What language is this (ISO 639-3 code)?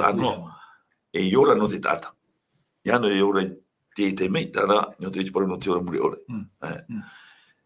tah